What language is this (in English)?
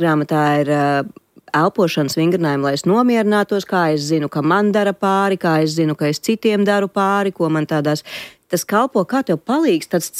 Latvian